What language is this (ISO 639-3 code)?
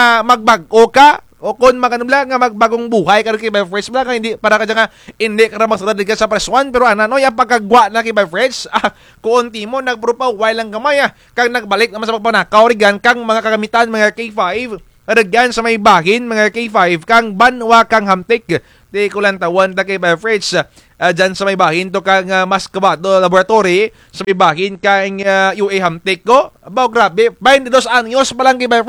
krj